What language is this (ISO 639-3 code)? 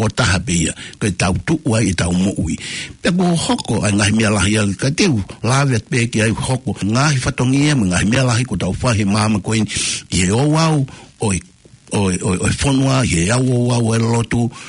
ton